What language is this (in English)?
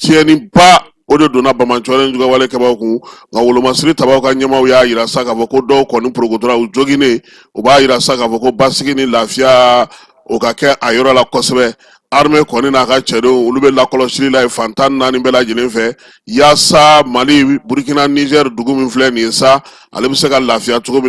Bambara